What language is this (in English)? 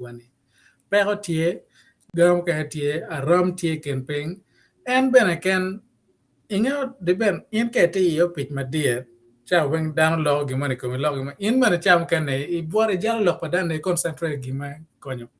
Acoli